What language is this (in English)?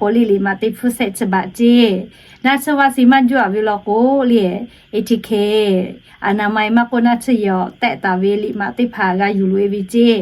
Lahu